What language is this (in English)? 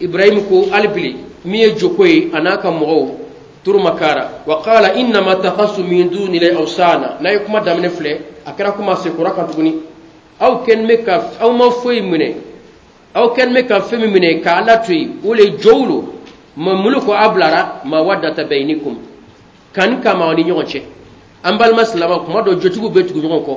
Bambara